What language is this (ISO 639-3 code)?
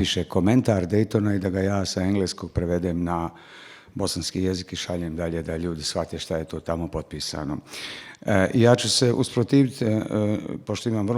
bos